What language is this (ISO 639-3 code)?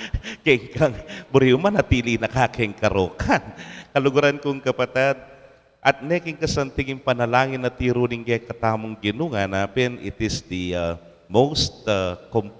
pam